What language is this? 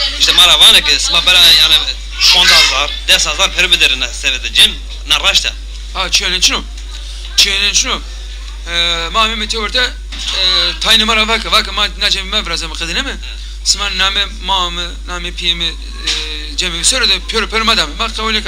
Zaza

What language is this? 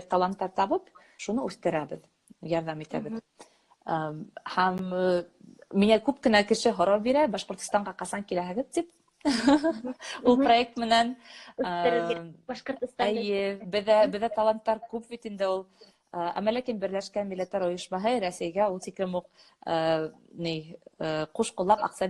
Bashkir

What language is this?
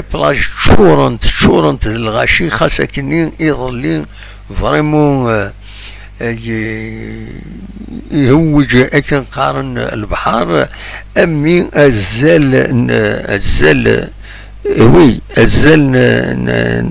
Kabyle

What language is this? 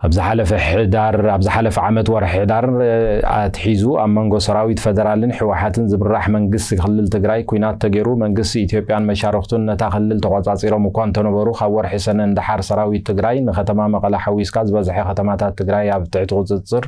Tigrinya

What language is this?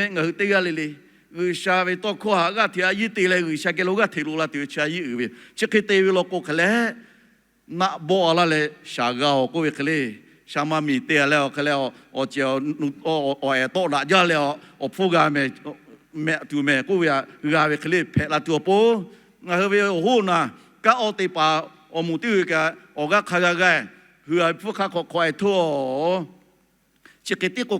Lahu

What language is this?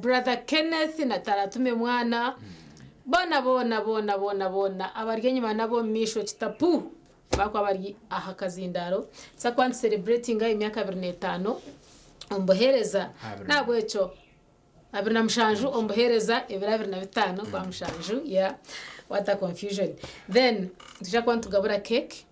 Nyankole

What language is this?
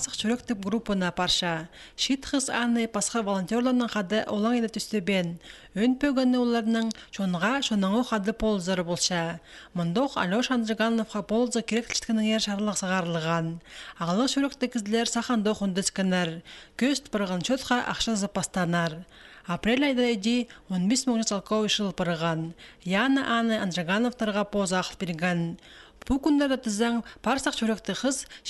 Khakas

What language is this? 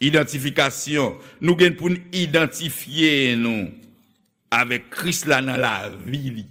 Haitian Creole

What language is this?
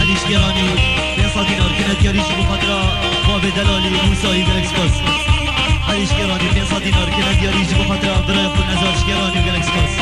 Kurdish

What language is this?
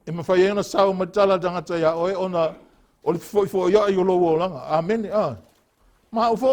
Samoan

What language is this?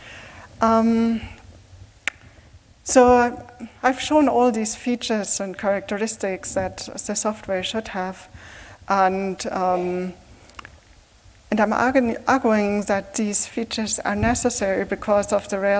English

